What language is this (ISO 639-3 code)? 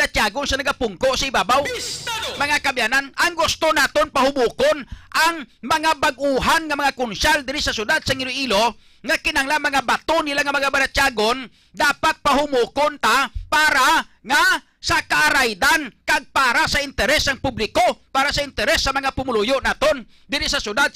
hil